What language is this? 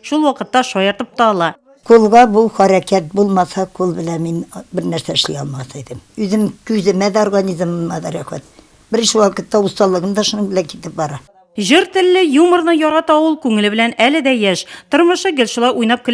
Tatar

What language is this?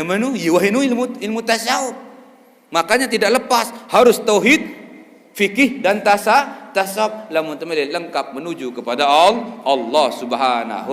Sasak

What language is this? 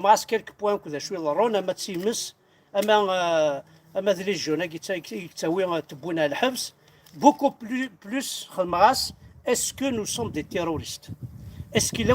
Kabyle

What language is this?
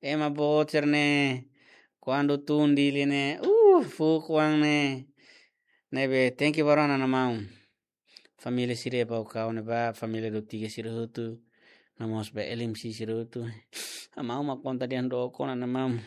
Tetum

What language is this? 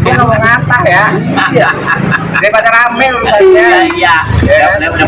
Betawi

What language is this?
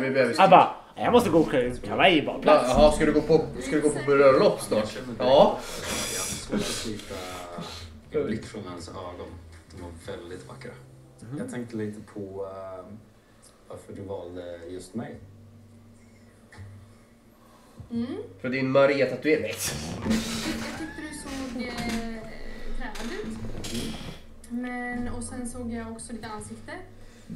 Swedish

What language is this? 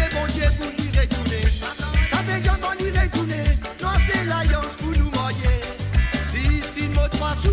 Morisyen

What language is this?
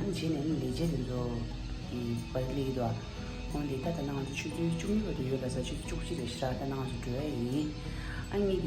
Tibetan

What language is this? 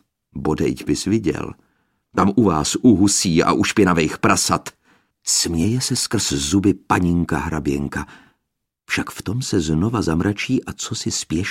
Czech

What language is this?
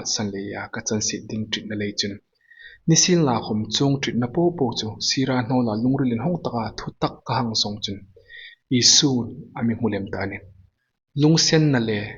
Hmar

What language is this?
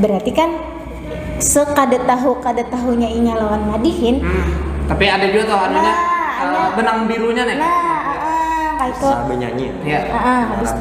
Banjar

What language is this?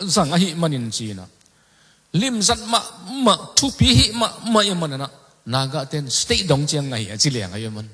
Tedim Chin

